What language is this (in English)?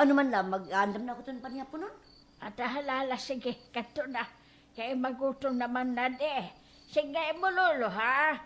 Waray